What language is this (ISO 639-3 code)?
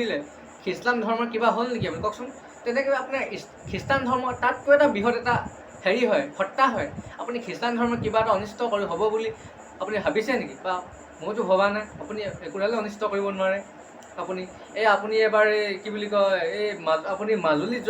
asm